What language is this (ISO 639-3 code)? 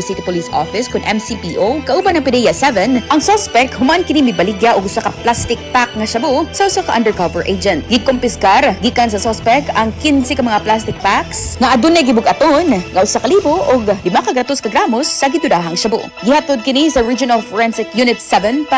ceb